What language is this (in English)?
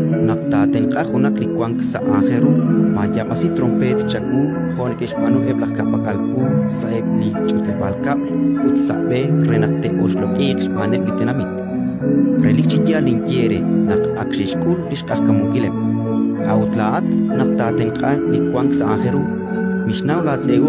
Kekchí